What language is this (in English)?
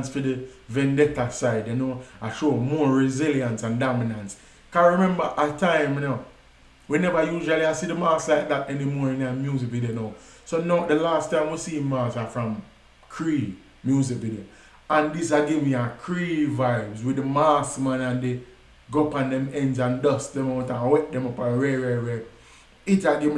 Jamaican Creole English